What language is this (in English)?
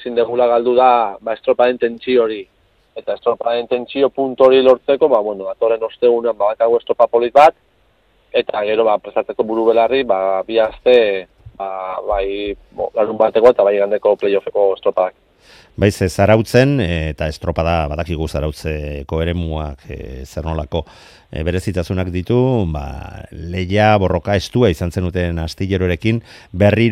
Basque